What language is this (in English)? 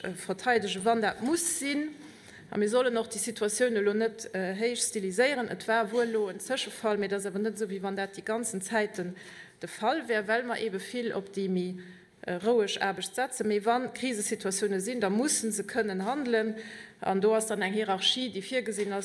Luxembourgish